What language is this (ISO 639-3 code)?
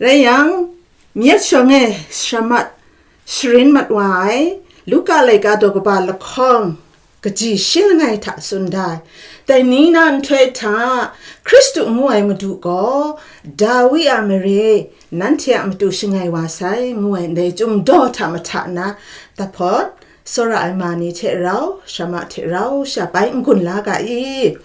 kac